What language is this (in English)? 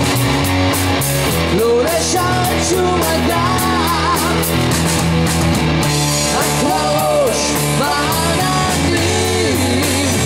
Hebrew